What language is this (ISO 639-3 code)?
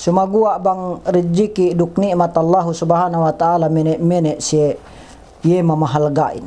yka